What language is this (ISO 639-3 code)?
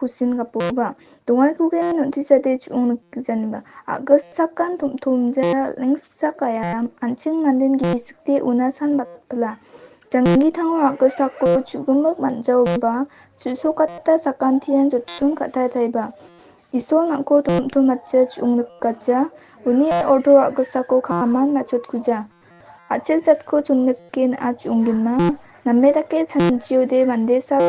grt